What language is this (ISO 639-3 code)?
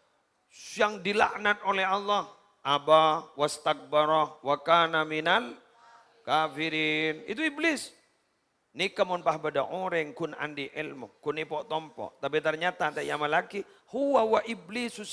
mad